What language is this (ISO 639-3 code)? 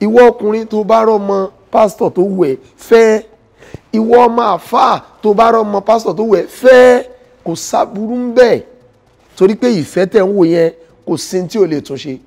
yor